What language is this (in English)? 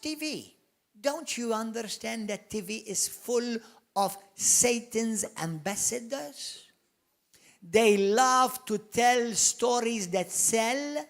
English